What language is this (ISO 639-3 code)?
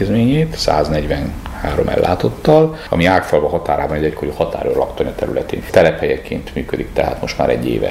hun